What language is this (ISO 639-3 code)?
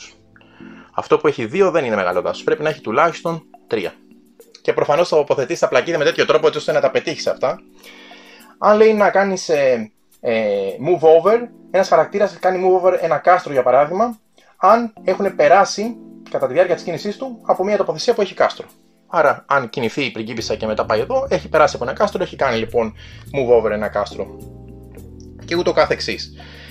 ell